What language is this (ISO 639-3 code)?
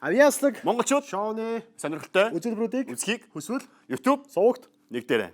mon